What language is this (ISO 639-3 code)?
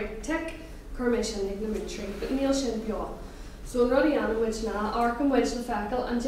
gle